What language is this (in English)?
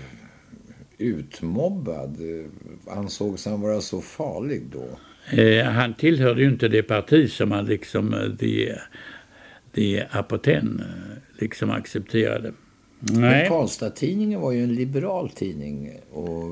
Swedish